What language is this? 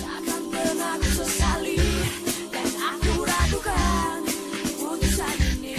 Banjar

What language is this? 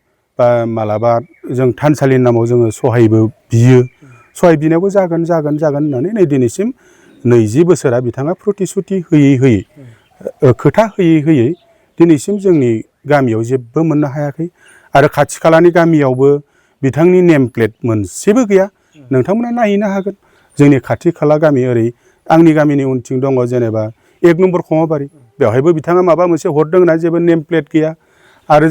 Bodo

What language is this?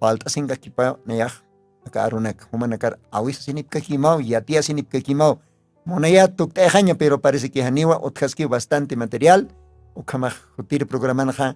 Aymara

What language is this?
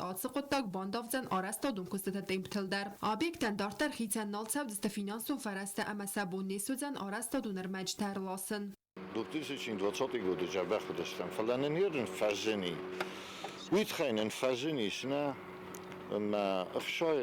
Ossetic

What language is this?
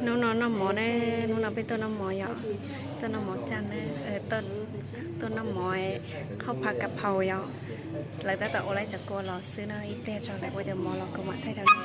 Hmong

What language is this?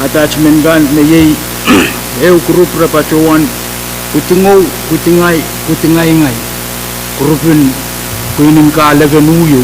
Pohnpeian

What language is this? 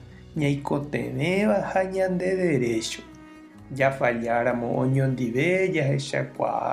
Guarani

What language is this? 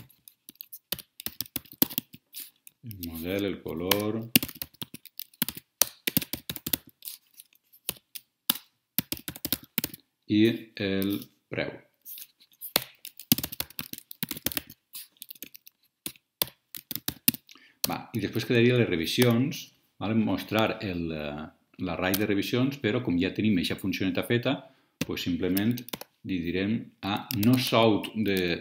Catalan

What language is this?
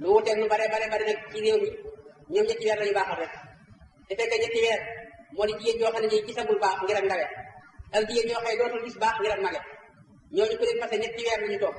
Wolof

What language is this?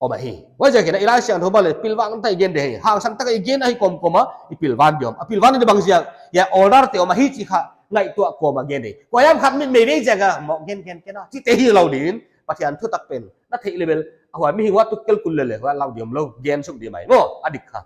Paite Chin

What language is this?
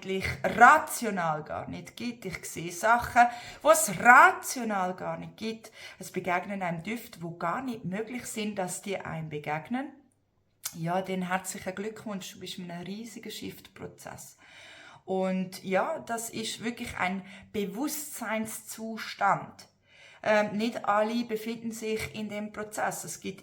Swiss German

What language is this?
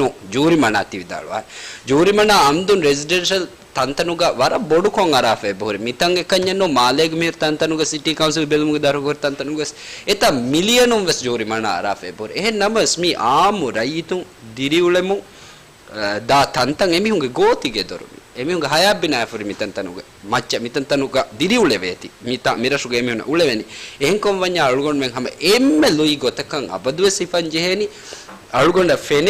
Divehi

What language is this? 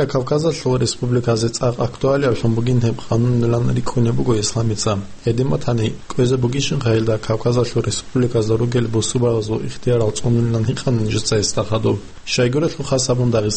Avaric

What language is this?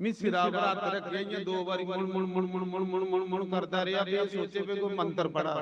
Dogri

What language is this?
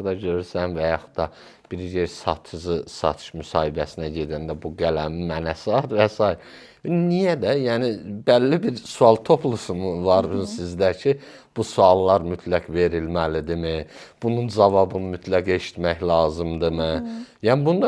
Azerbaijani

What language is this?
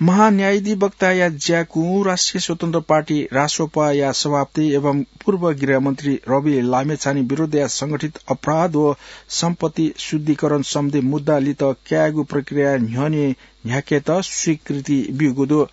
Newari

